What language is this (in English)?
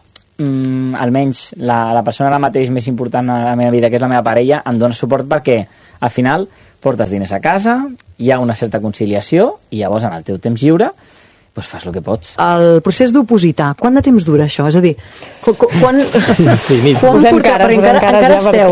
Catalan